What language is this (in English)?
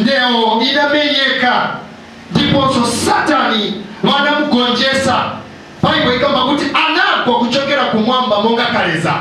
Nyanja